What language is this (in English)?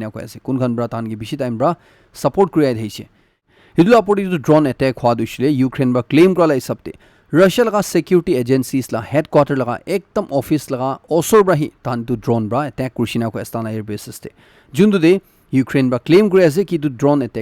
Naga Pidgin